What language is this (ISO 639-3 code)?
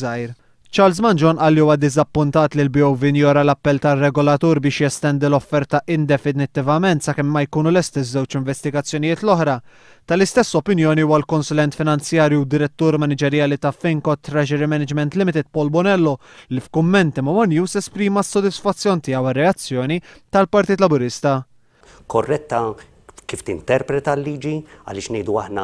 mlt